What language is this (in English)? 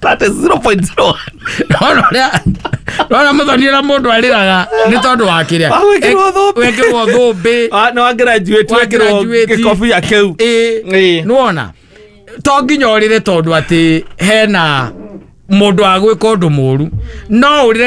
Kikuyu